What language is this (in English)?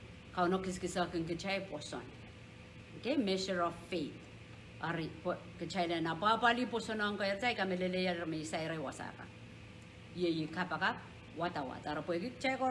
Pohnpeian